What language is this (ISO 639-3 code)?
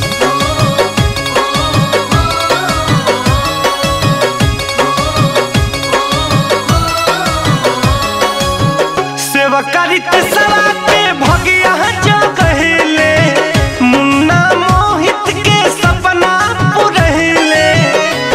bho